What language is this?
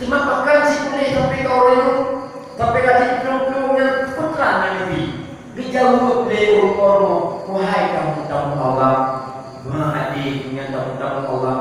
Achinese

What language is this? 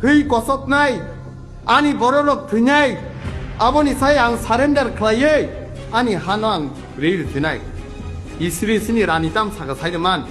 Kok Borok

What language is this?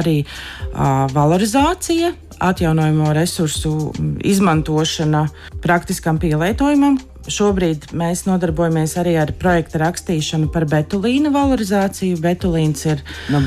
Latvian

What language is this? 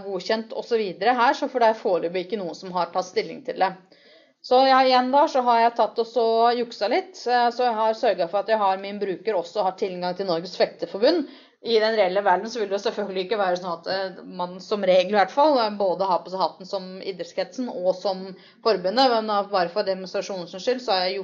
Norwegian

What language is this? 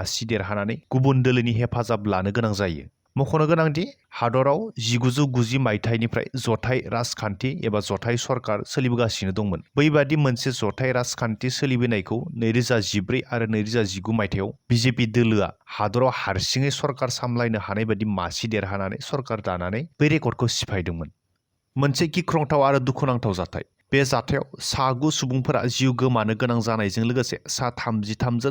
Bodo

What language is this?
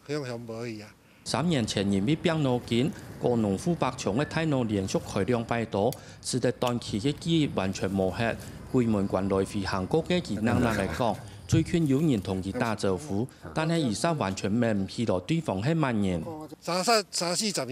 Hakka Chinese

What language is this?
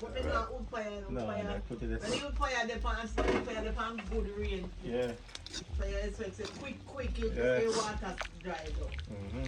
Jamaican Creole English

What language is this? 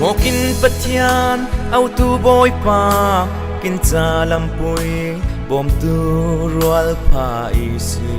Falam Chin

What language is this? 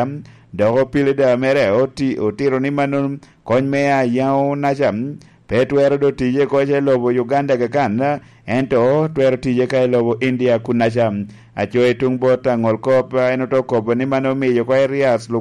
Lango (Uganda)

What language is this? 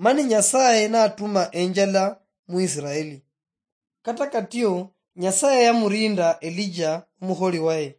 Luyia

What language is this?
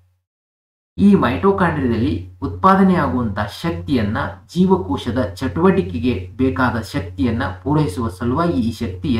Kannada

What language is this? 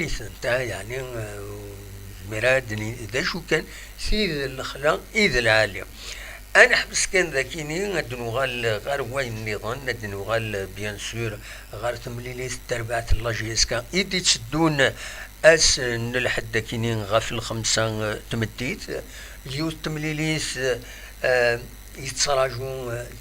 Kabyle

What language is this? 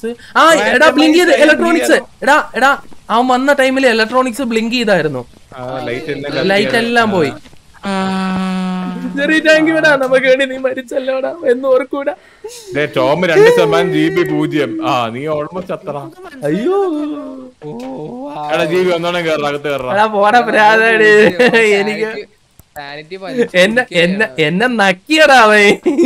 Malayalam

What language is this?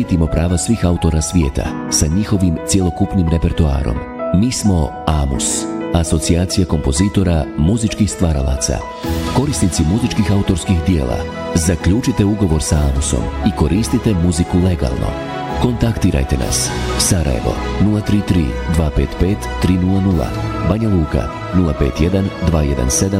Bosnian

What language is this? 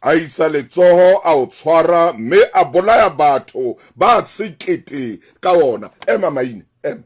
Southern Sotho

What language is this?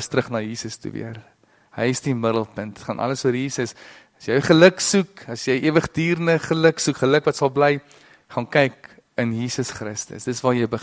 Afrikaans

